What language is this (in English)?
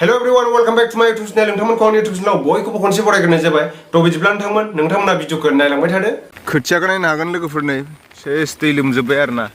Bodo